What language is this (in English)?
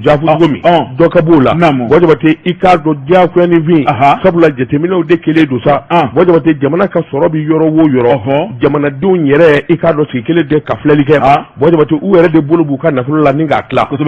Bambara